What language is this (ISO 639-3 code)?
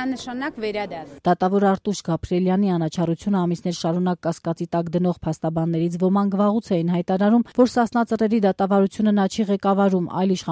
hye